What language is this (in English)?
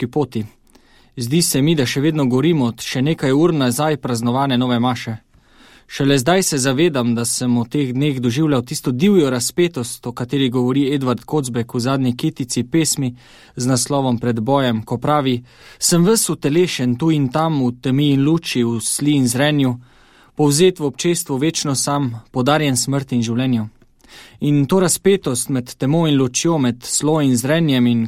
Slovenian